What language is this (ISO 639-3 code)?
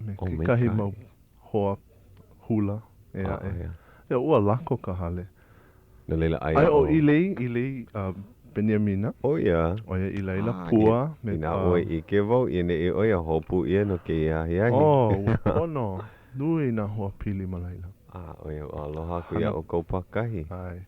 haw